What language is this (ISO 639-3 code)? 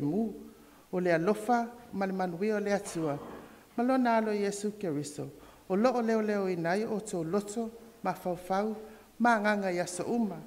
smo